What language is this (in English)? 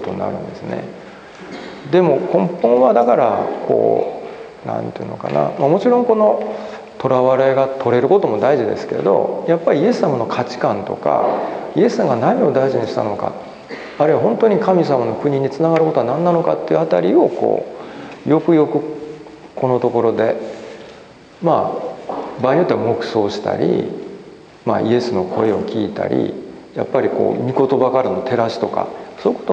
Japanese